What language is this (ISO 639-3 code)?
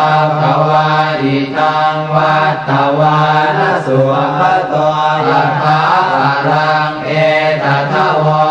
pli